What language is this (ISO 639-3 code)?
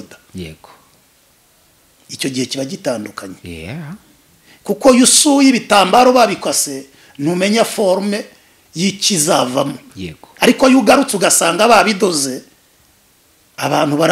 kin